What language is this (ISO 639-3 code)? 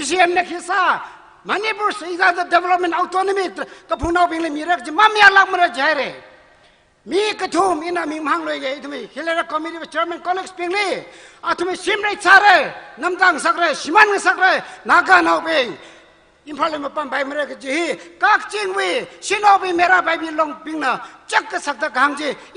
nmf